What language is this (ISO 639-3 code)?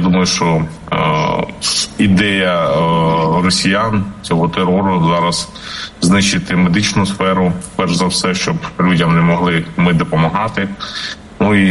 ukr